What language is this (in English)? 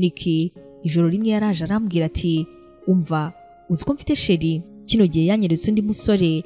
Kinyarwanda